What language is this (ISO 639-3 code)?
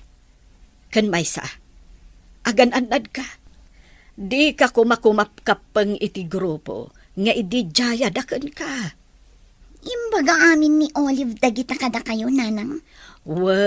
ilo